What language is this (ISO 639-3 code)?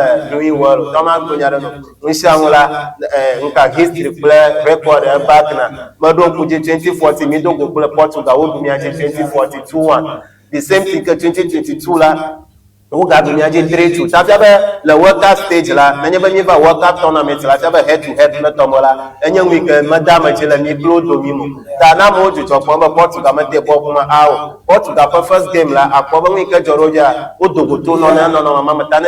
ewe